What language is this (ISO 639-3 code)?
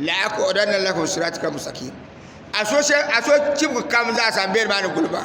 dag